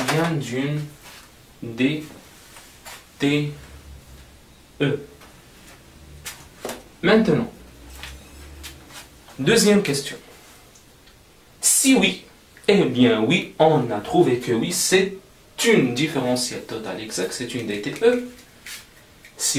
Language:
French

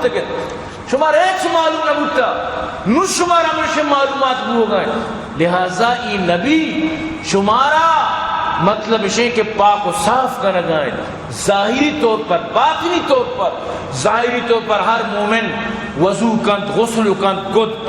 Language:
Eastern Balochi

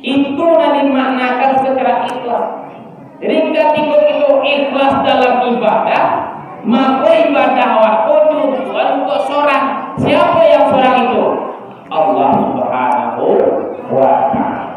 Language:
Minangkabau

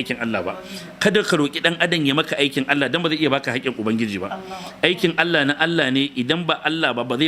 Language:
Hausa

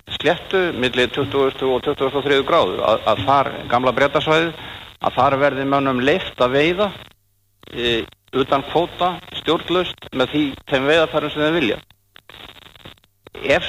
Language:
Icelandic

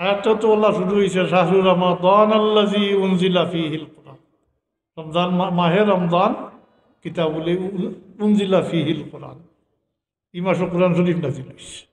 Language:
Sylheti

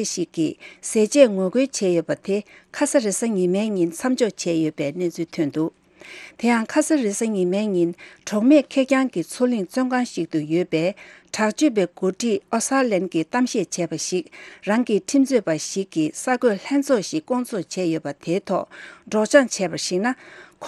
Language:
Tibetan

